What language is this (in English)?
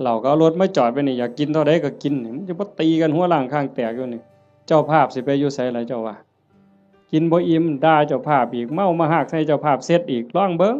Northeastern Thai